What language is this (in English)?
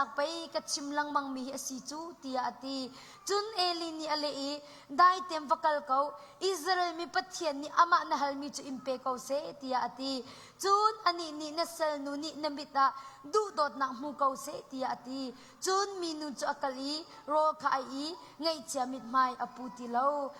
Hakha Chin